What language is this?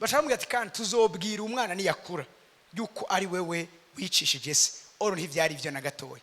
Rundi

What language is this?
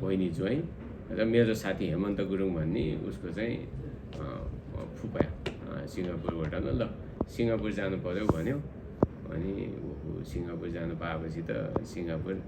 Nepali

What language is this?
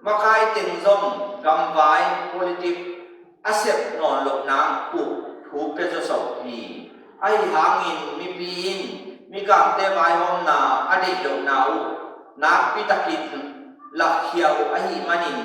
Tedim Chin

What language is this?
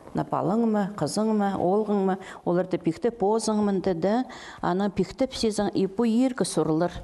Khakas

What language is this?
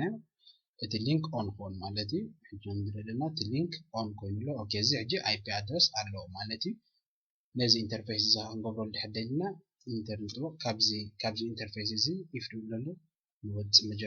Tigrinya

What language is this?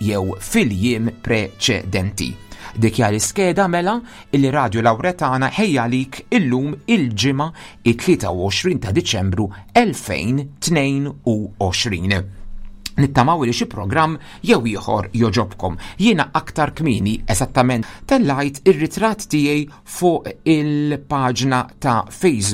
Maltese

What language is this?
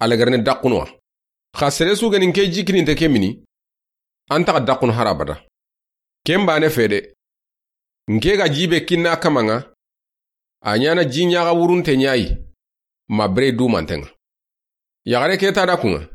Soninke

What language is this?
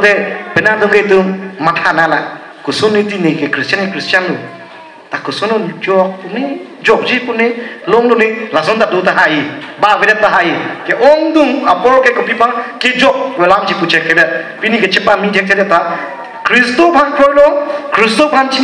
Karbi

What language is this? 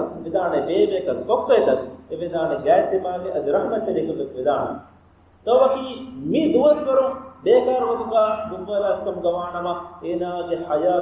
Divehi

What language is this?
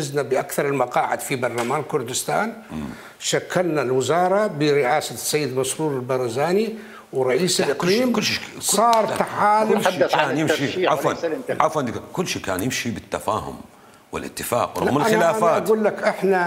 Mesopotamian Arabic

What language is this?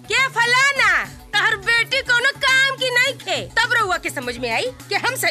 Bhojpuri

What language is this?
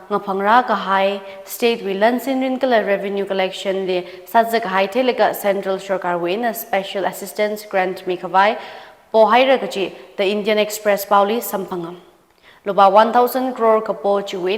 Tangkhul Naga (India)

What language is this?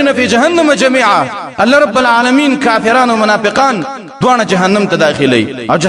Pashto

